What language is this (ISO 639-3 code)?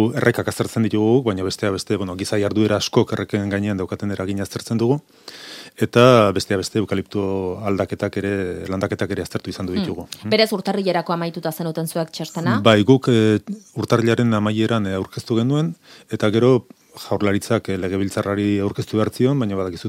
eus